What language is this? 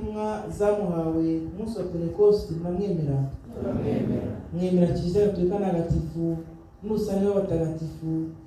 Kinyarwanda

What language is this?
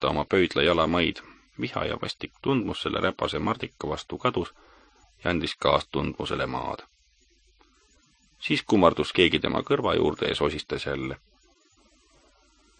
Estonian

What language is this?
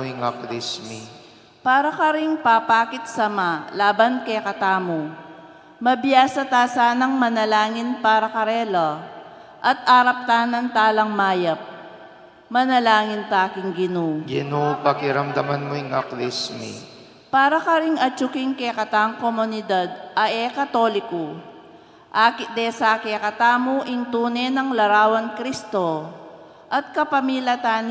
Pampanga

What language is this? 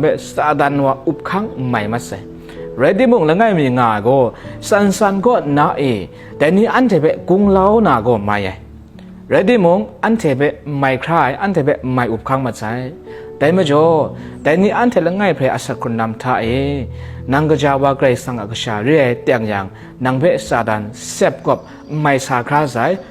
Kachin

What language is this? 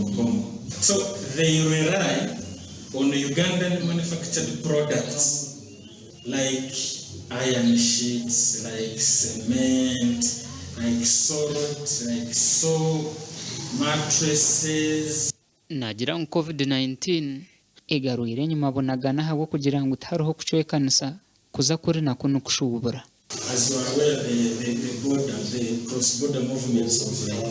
Nyankole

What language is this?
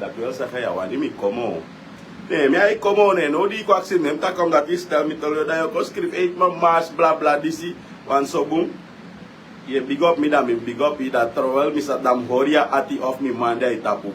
Sranan Tongo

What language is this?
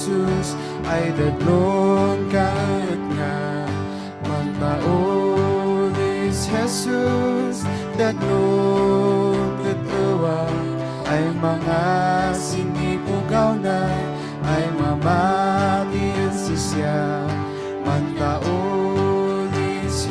Kankanaey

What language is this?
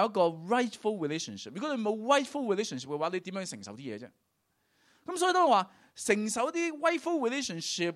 Cantonese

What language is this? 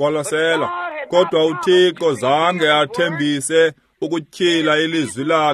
Xhosa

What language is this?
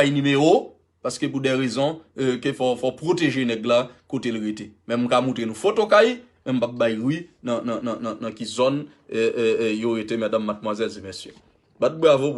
Haitian Creole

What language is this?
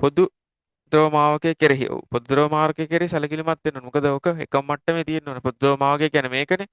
Sinhala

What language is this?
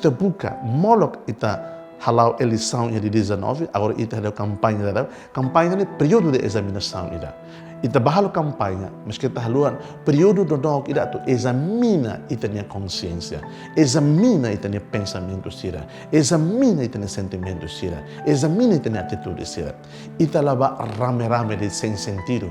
Tetum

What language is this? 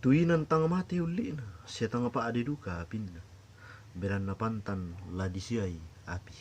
Toraja-Sa'dan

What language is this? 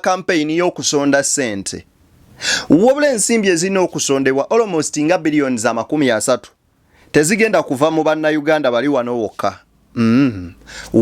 Ganda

